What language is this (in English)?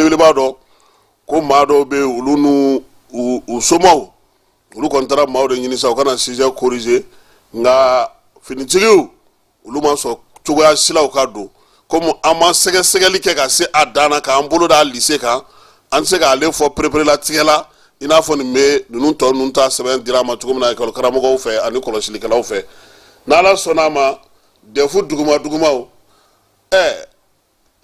Bambara